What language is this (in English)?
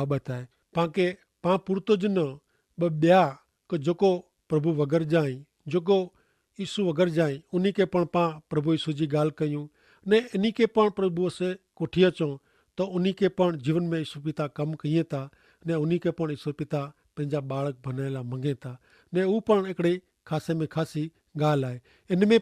Kachhi